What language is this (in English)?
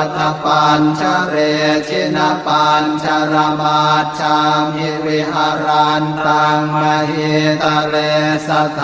Pali